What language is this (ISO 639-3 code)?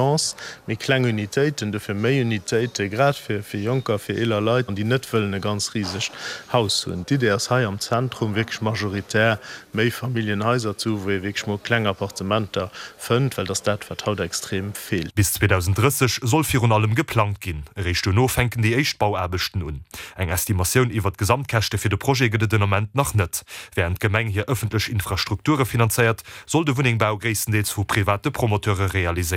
ltz